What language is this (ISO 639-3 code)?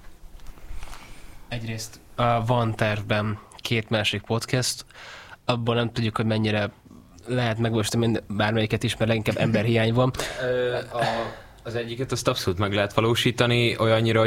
hun